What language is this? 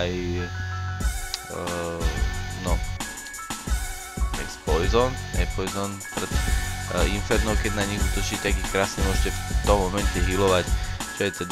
Slovak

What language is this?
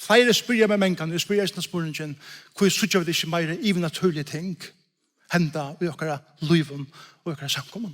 Faroese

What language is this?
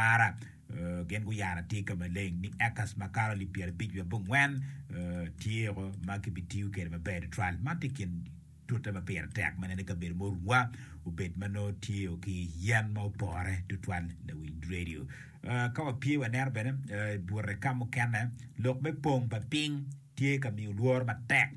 Acoli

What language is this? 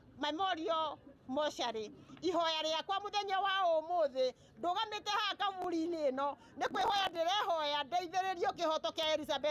Kikuyu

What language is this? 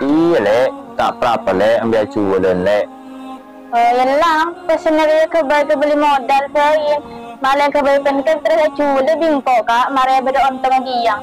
Madurese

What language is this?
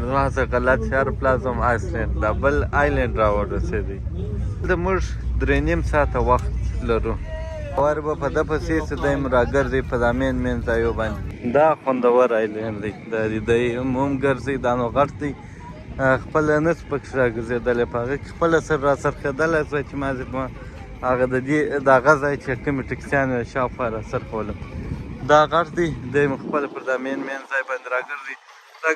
Pashto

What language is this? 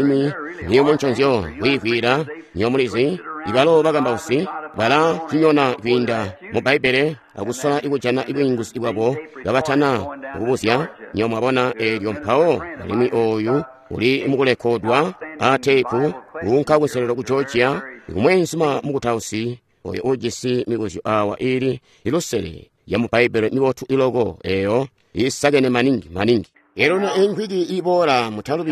Tonga (Zambia)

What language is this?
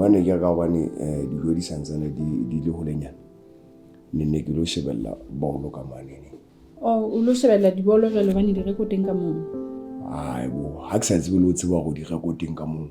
Southern Sotho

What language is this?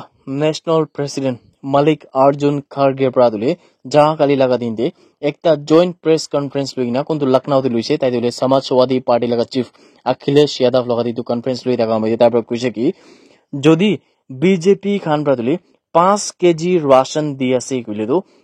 Naga Pidgin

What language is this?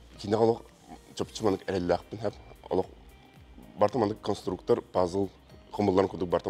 Yakut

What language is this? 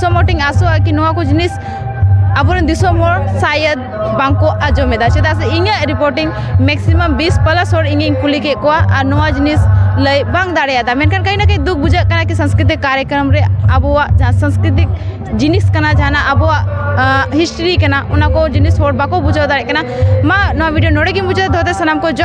Santali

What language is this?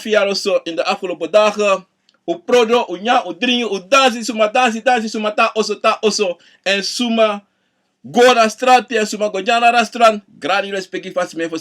Sranan Tongo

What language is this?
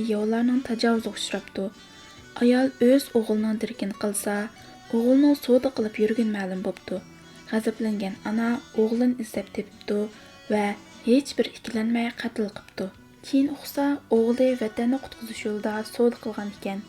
Uyghur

